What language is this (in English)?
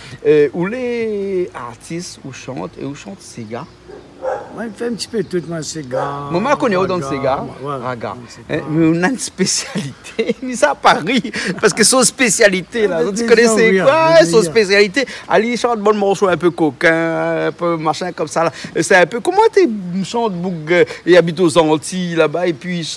Réunion Creole French